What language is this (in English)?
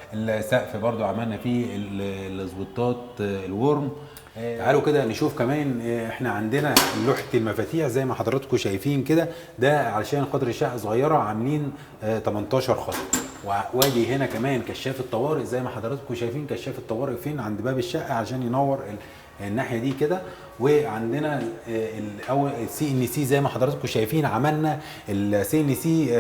Egyptian Arabic